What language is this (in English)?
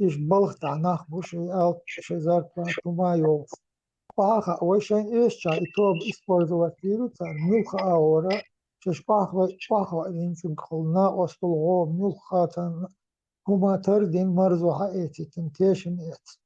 Chechen